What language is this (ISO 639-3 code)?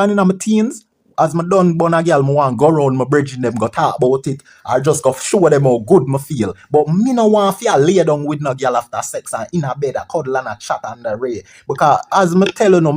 jam